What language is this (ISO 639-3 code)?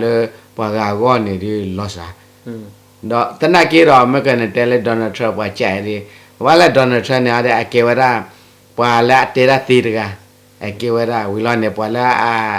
ksw